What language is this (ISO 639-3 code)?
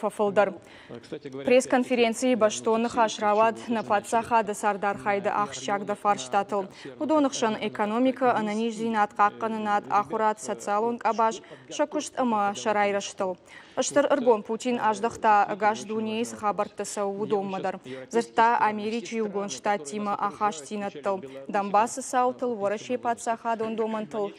oss